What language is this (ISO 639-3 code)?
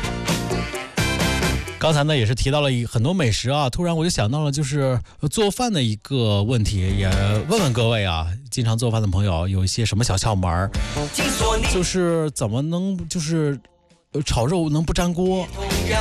zho